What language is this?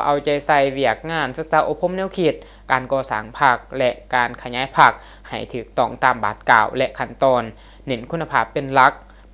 Lao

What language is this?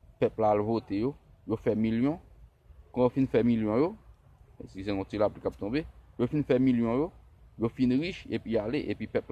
Haitian Creole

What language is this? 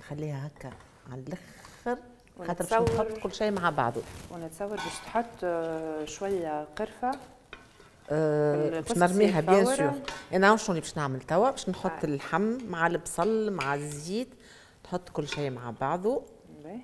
Tunisian Arabic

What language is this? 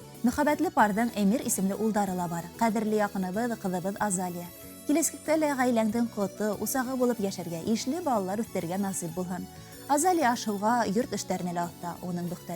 Bashkir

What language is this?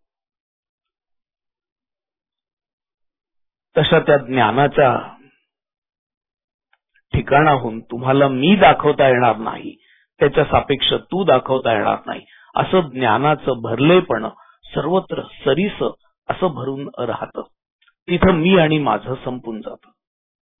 Marathi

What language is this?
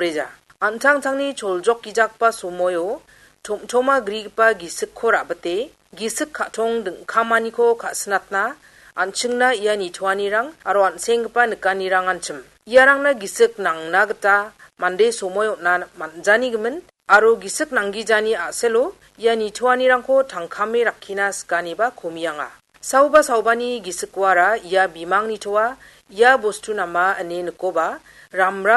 Garo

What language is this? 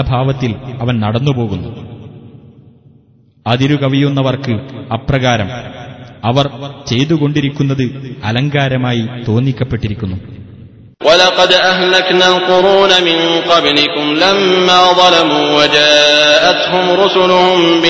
Malayalam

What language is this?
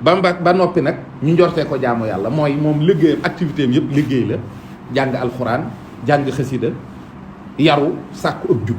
Wolof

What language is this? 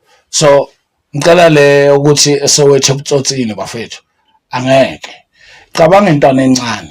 Zulu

